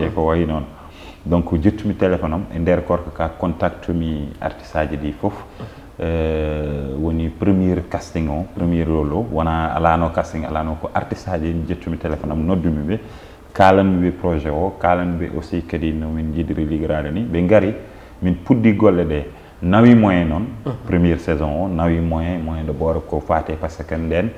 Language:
Fula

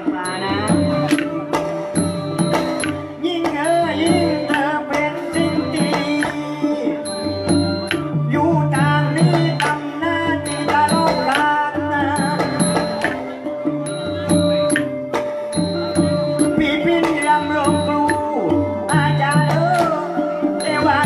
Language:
Thai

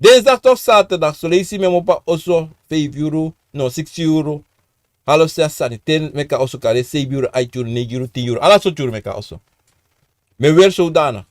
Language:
Sranan Tongo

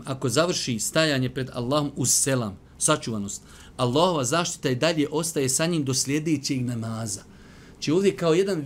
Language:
Bosnian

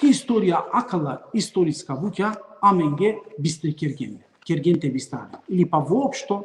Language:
Balkan Romani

